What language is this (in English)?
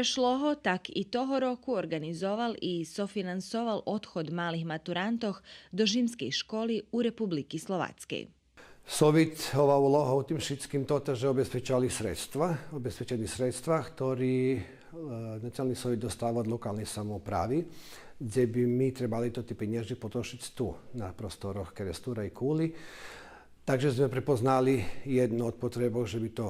Rusyn